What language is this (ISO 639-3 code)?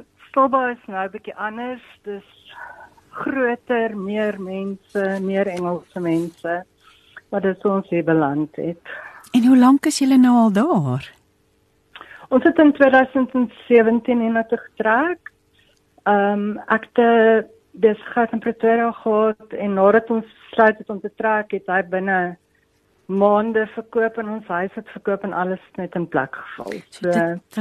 afr